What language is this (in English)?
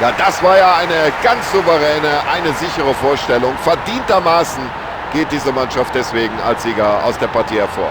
Bavarian